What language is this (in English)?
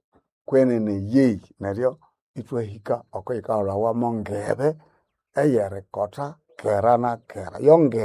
Nande